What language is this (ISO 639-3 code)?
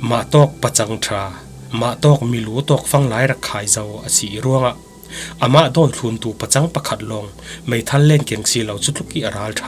cfm